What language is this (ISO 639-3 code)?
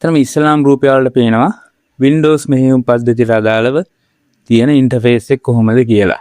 sin